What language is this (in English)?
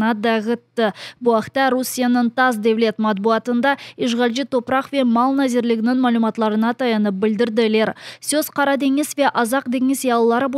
Crimean Tatar